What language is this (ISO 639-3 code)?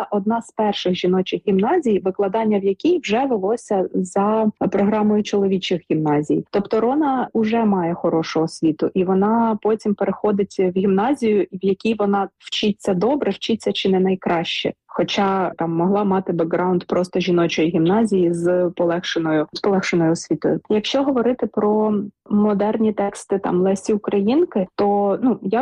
ukr